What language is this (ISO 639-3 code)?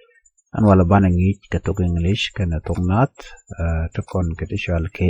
nus